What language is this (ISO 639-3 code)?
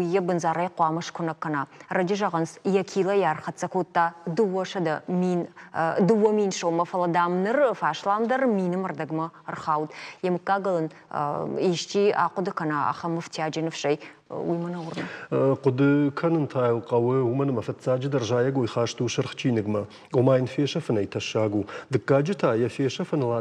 oss